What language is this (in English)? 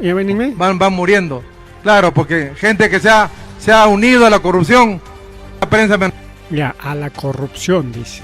Ayacucho Quechua